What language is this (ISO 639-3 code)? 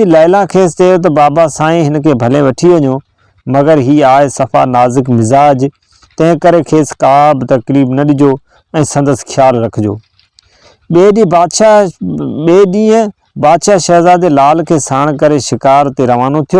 snd